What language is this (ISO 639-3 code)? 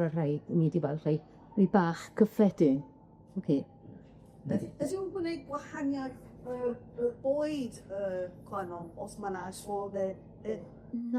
cym